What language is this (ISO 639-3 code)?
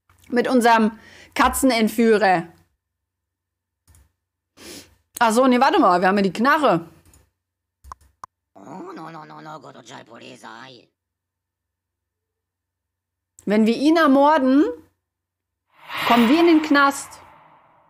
deu